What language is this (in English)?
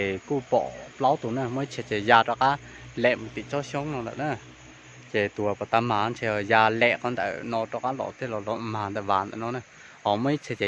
Hmong